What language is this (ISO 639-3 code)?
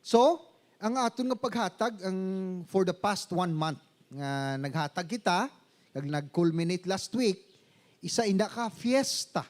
hil